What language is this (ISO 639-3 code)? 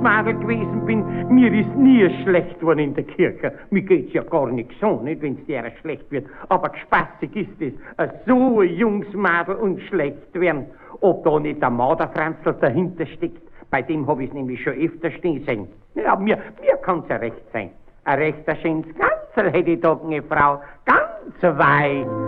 bar